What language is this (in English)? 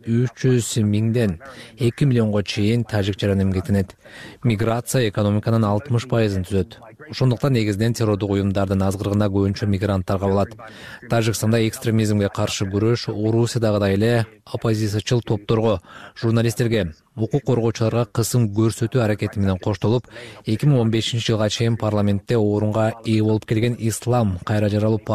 Kyrgyz